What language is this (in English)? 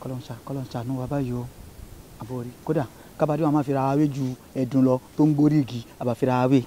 Yoruba